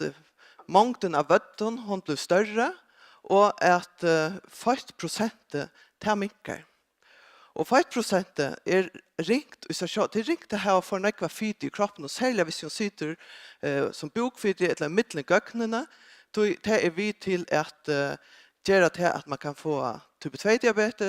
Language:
Faroese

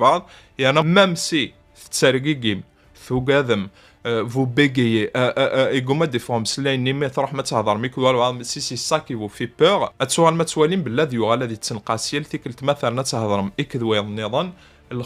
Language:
Kabyle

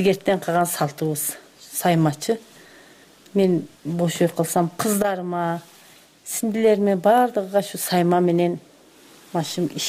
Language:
Kyrgyz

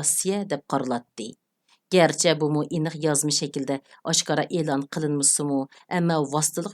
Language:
Uyghur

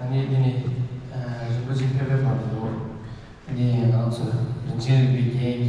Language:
Tibetan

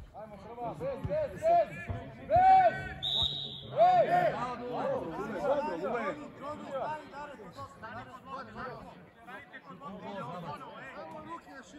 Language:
Serbian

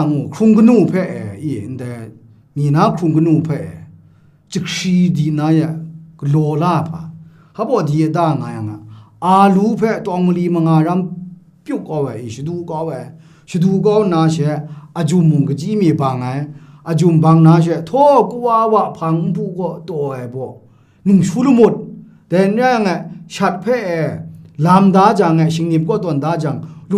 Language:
Kachin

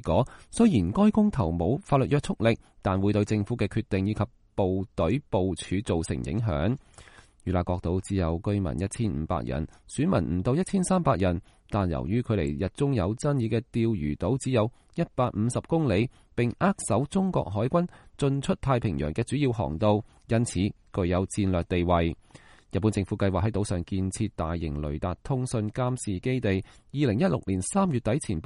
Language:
Cantonese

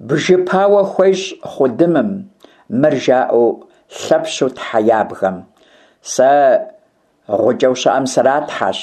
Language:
Kabardian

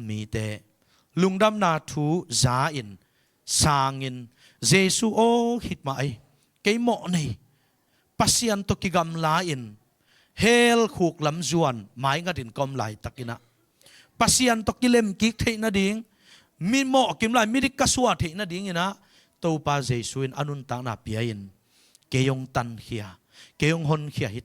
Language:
Tedim Chin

